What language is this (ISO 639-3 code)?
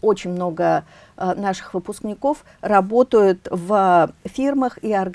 rus